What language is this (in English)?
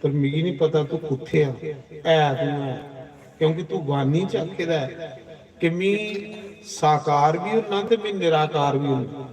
Dogri